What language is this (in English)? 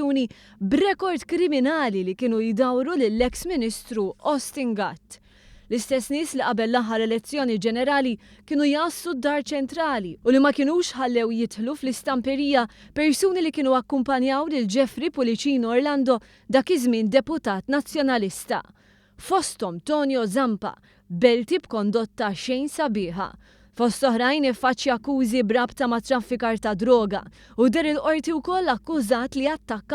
Maltese